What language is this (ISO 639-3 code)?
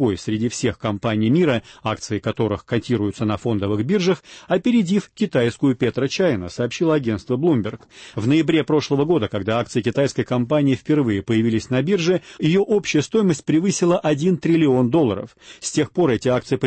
rus